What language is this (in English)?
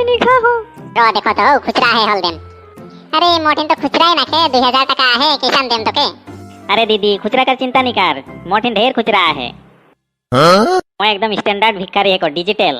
Sadri